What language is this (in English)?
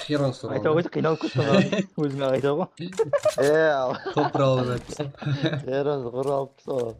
Kara-Kalpak